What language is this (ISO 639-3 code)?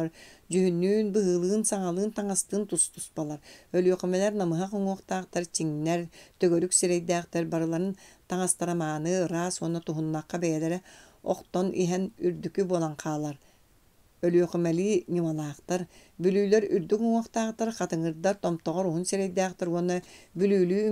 sah